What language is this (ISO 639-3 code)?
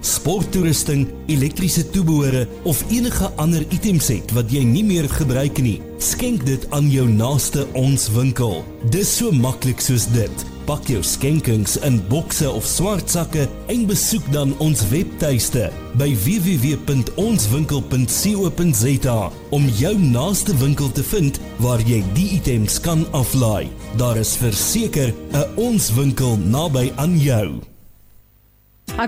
afr